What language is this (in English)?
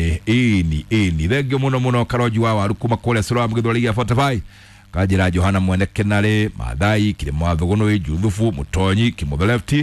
Kikuyu